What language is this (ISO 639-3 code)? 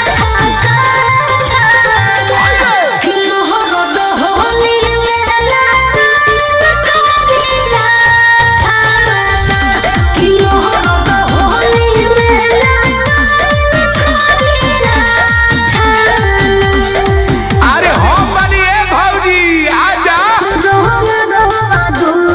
bho